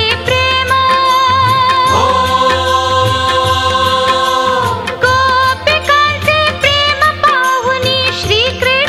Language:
Marathi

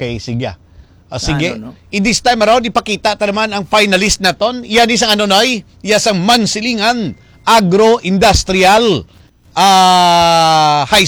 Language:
Hiligaynon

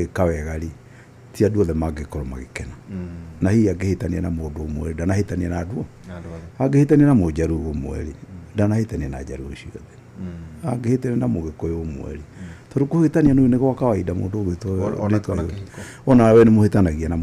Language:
Kikuyu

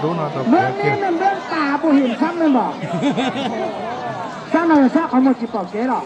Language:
Lao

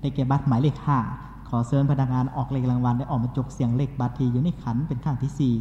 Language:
Lao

